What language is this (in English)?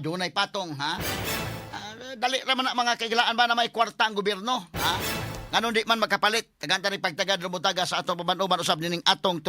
Cebuano